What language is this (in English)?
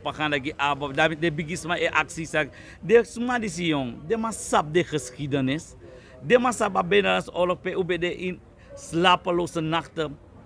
Sranan Tongo